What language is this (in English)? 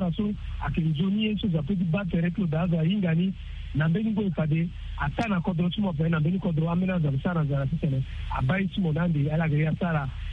Sango